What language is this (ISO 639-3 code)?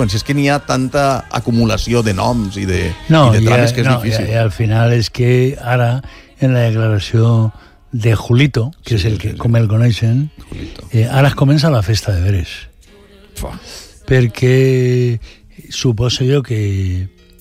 cat